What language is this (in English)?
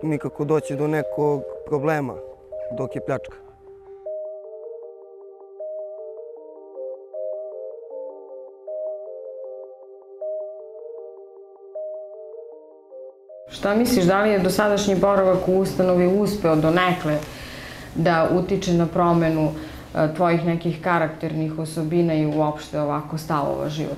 Serbian